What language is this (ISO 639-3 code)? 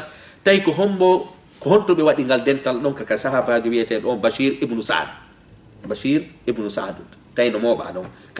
ful